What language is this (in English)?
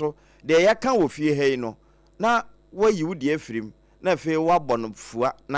Akan